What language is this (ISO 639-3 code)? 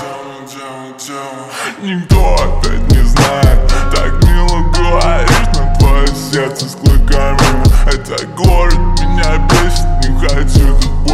rus